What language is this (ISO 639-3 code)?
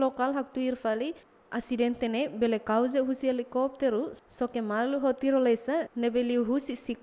tet